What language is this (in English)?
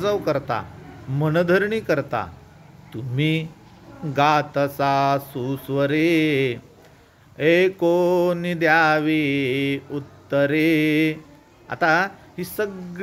Marathi